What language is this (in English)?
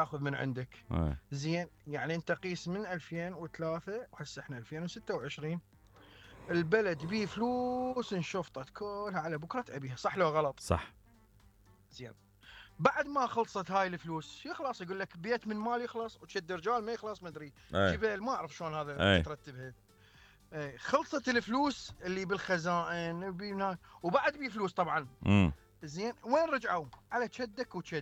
Mesopotamian Arabic